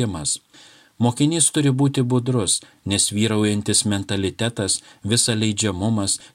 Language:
Lithuanian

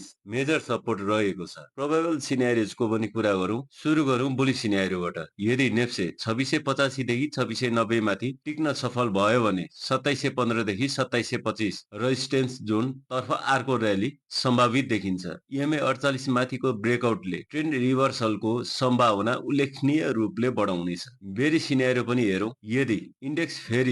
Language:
Nepali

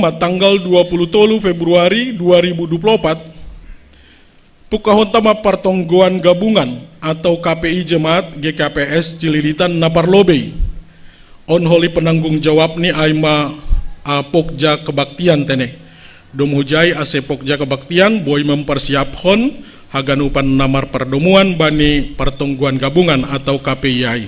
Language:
Batak Simalungun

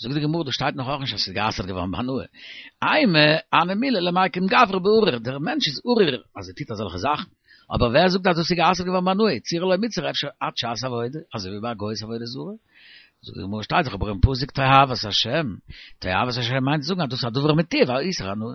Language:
Yiddish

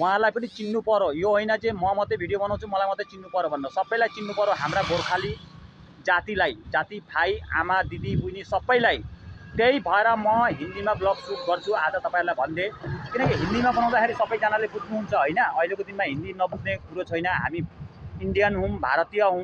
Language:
Nepali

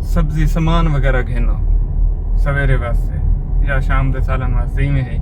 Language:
Saraiki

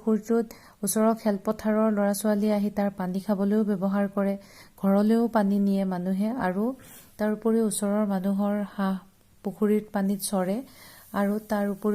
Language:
Assamese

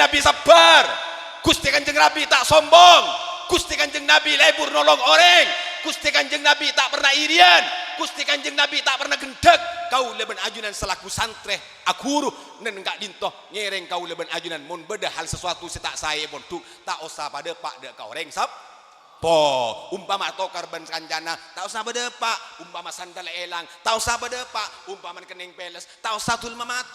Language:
Madurese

